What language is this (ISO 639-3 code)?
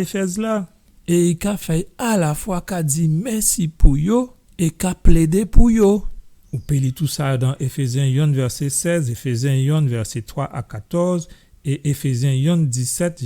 gcf